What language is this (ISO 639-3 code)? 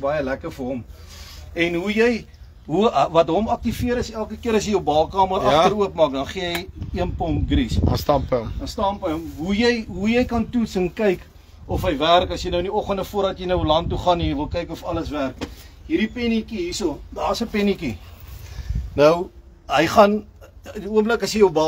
afr